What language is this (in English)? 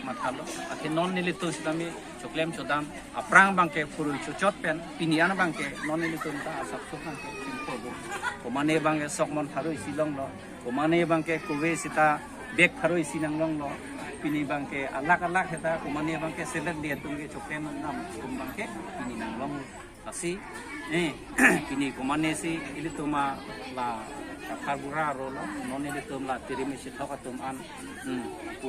Karbi